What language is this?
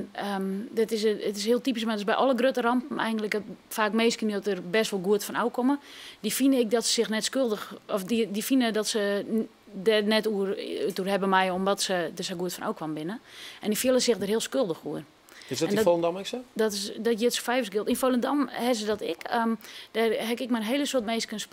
Western Frisian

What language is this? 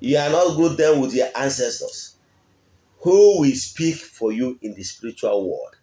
Igbo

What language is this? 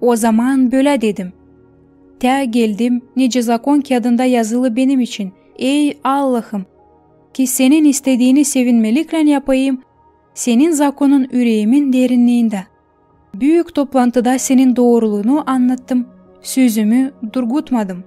Gagauz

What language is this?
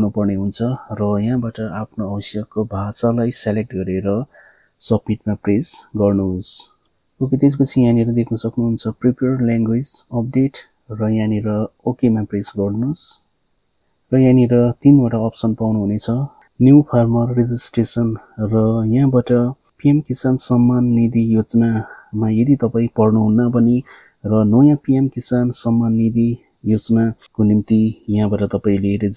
Nepali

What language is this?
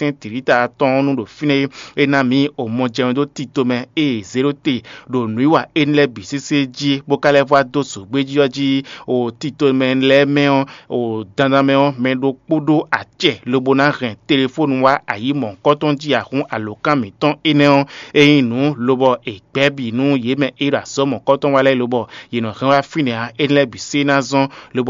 Fon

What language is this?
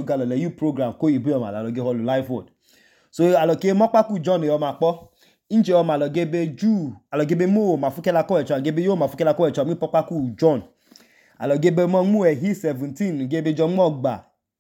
Idoma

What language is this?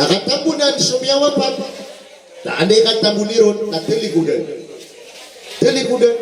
Maranao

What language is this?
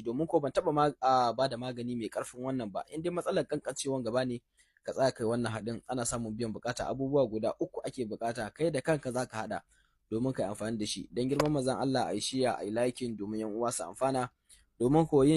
Hausa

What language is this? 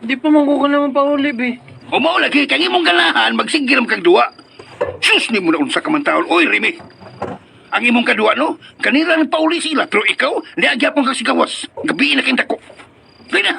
Cebuano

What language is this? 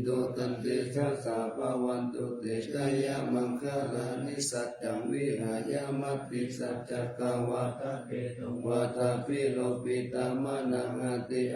Pali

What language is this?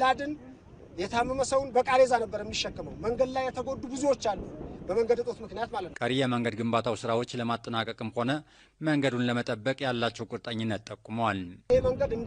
Amharic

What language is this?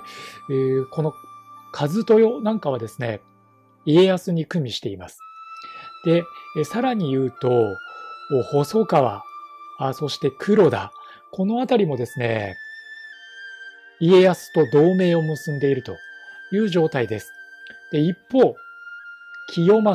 Japanese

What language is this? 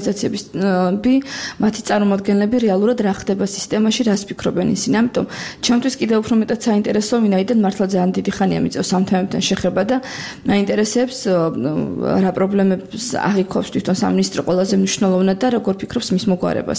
Georgian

